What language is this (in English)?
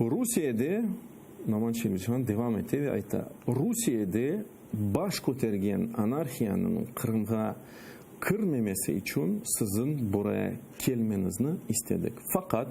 Crimean Tatar